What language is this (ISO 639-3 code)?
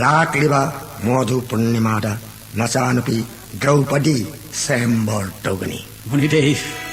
mni